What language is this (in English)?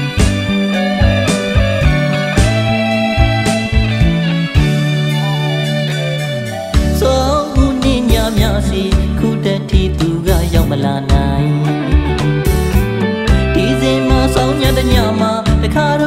Burmese